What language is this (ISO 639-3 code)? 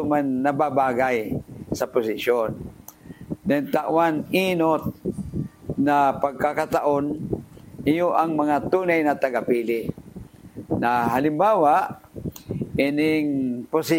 bik